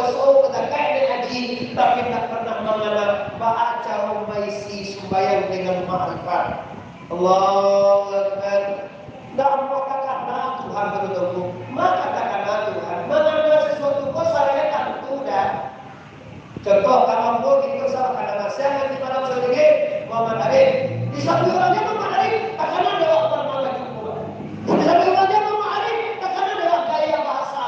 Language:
Minangkabau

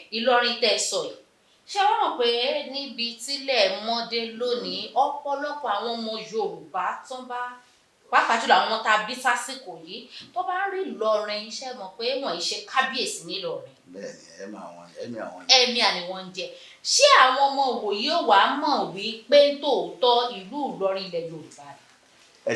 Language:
Yoruba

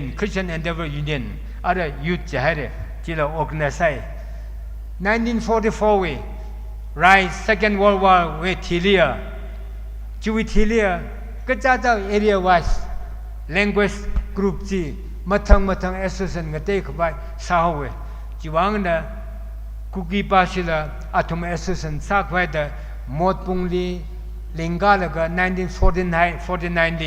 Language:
Tangkhul Naga (India)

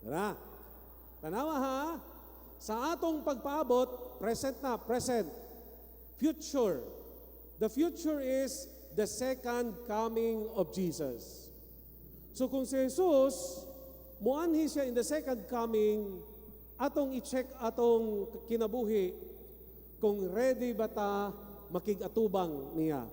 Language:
Cebuano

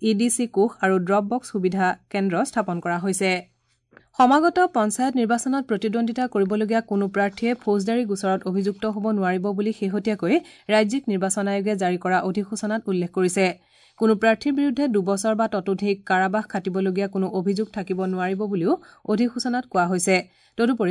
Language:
Assamese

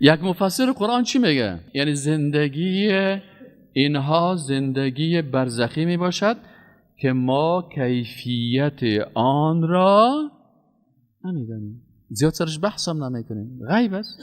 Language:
Persian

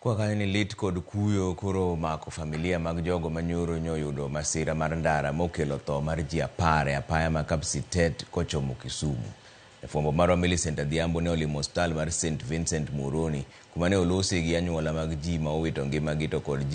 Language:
Luo (Kenya and Tanzania)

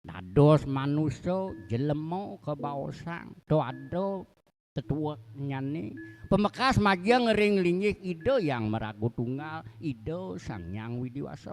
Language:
Balinese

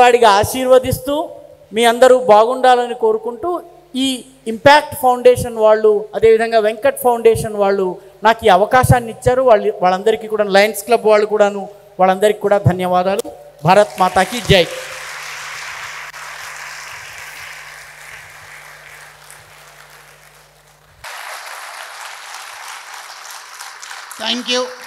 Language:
Telugu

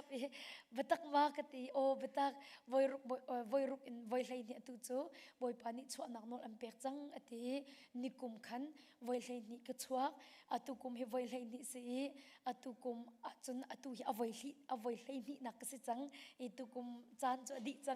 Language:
Hakha Chin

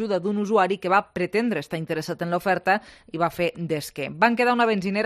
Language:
Catalan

